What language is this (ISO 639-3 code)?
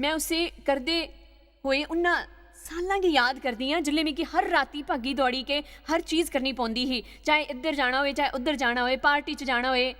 doi